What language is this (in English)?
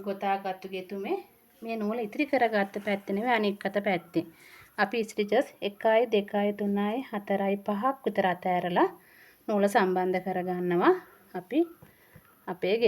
Sinhala